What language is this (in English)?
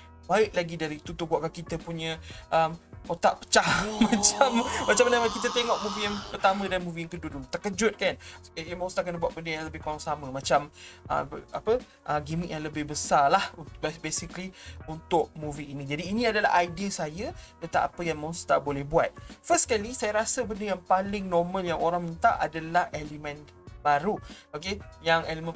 Malay